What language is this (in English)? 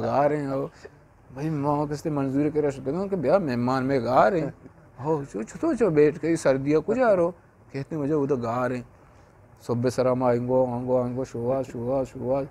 Eastern Balochi